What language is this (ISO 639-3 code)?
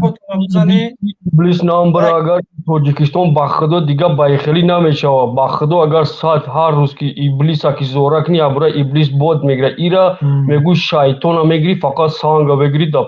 tgk